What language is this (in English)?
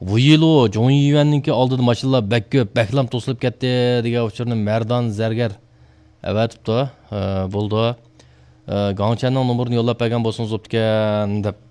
Uyghur